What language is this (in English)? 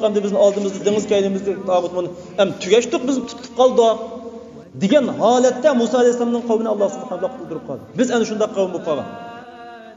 Uyghur